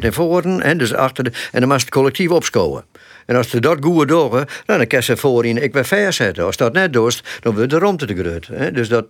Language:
Western Frisian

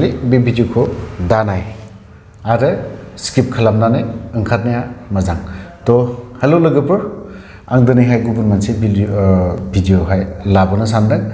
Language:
Bodo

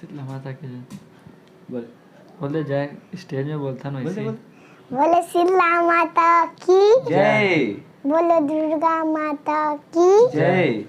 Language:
Chhattisgarhi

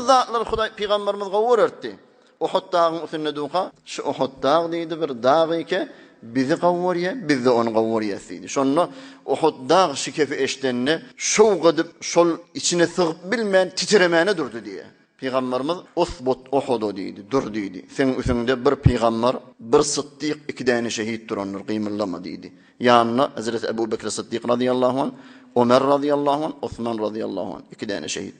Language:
Turkmen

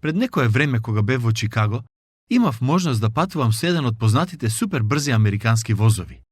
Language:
Macedonian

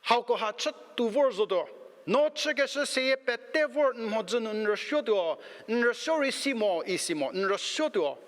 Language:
Angami Naga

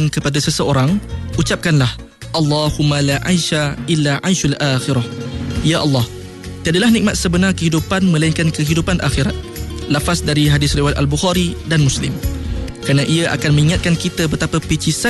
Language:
Malay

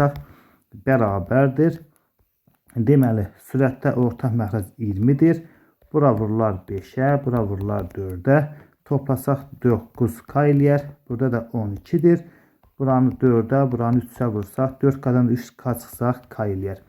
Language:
Azerbaijani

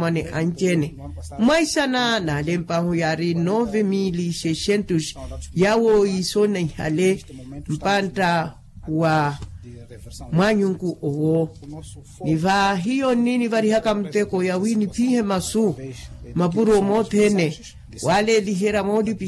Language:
Makhuwa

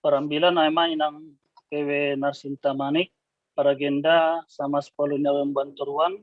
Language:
Batak Simalungun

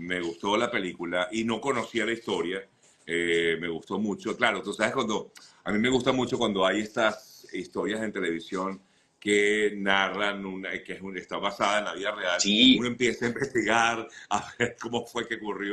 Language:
Spanish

